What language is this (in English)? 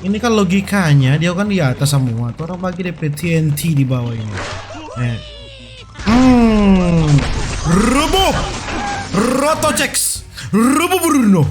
Manado Malay